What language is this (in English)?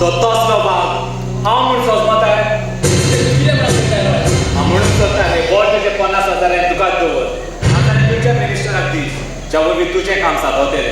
Konkani